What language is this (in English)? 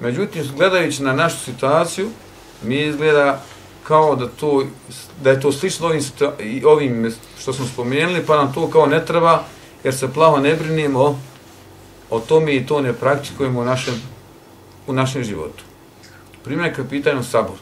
Bosnian